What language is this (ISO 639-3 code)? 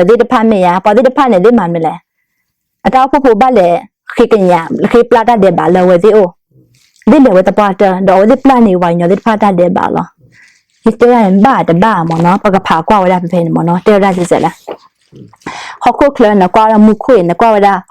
ksw